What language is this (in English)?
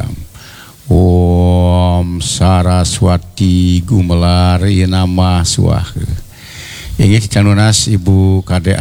Balinese